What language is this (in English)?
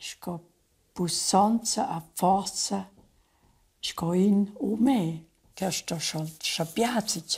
Romansh